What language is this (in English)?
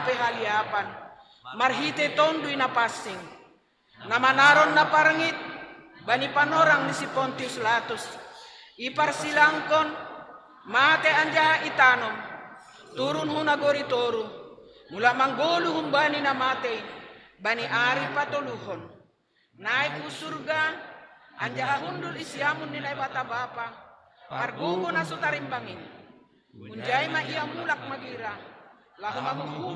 Batak Simalungun